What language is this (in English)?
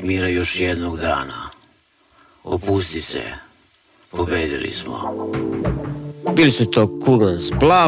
Serbian